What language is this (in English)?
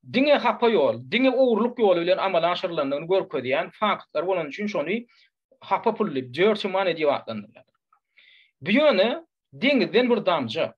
Turkmen